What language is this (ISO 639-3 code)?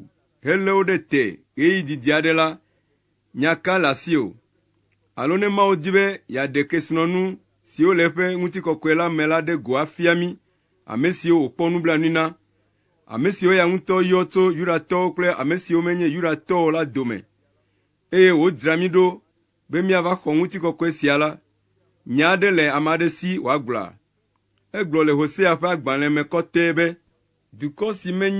ewe